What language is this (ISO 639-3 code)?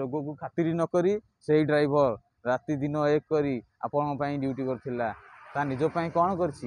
ori